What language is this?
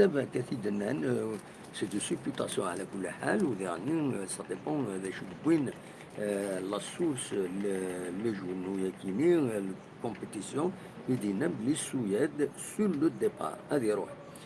Kabyle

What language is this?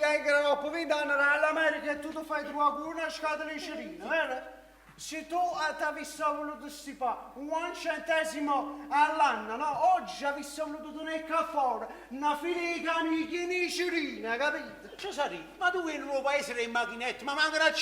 Neapolitan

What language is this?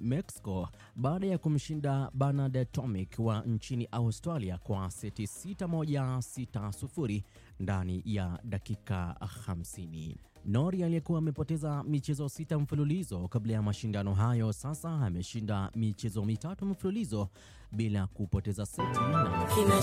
Swahili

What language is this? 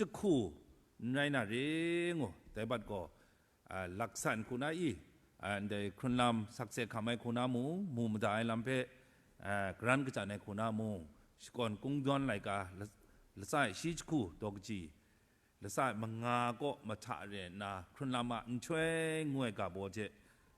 Kachin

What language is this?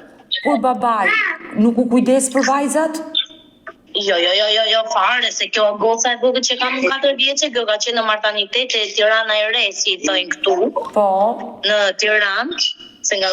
Albanian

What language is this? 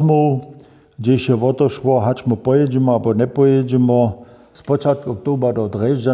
Upper Sorbian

